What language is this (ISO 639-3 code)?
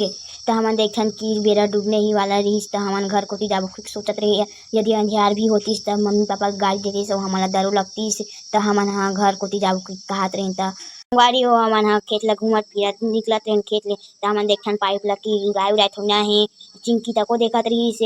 hne